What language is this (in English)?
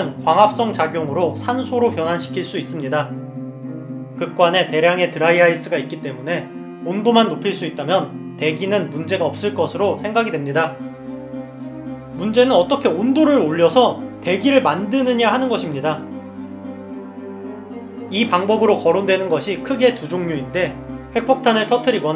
Korean